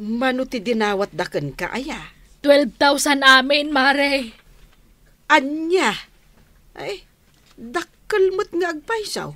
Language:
Iloko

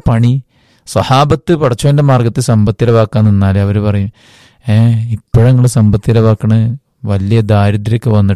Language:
Malayalam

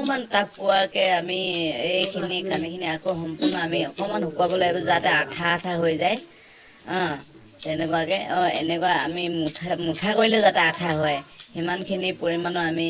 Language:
Assamese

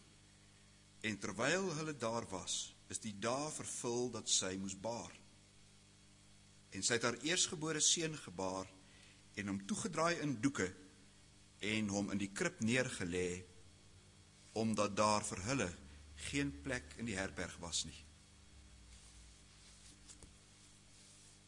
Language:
Afrikaans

